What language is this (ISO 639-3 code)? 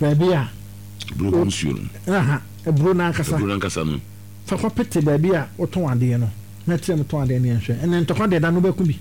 aka